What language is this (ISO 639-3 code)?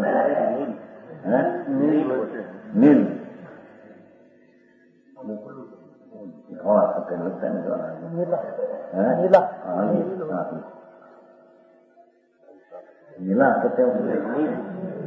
guj